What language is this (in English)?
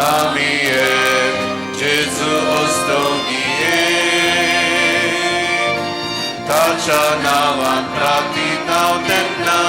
Konkani